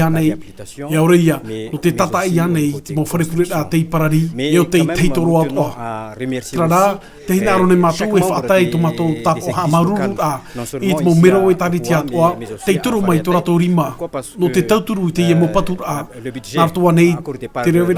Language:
Tahitian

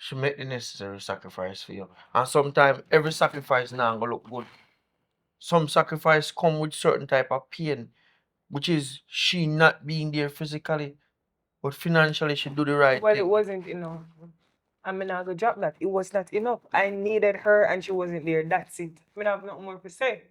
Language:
Jamaican Creole English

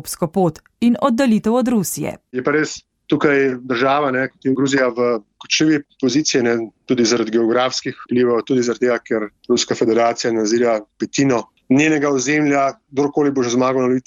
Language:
Slovenian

